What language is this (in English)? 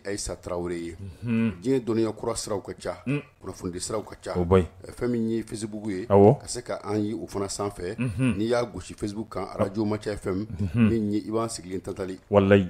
Bambara